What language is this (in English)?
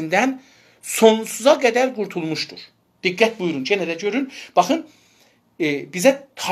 South Azerbaijani